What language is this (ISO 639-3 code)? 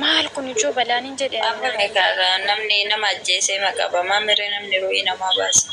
orm